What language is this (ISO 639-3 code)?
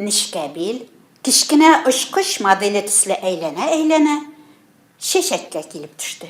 tat